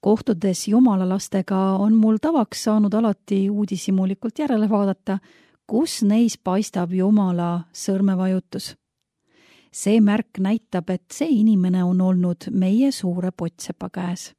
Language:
Estonian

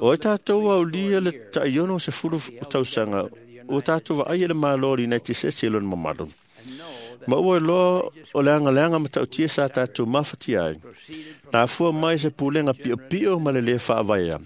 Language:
Samoan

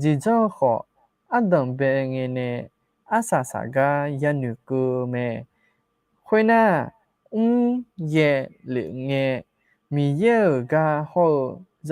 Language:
Akha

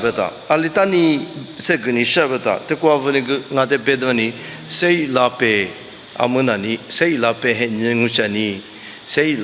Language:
Lisu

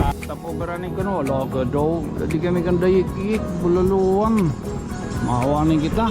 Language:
Waray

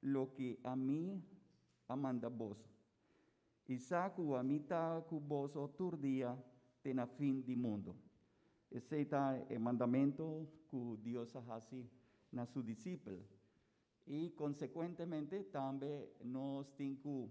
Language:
Papiamento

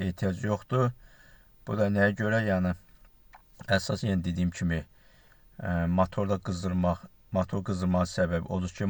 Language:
Azerbaijani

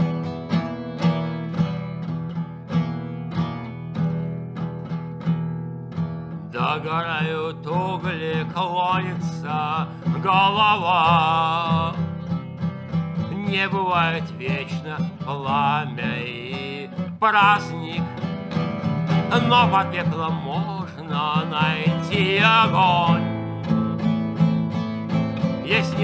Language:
Russian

